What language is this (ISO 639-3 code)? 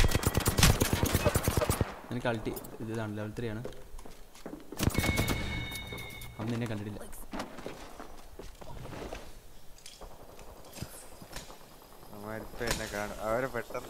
mal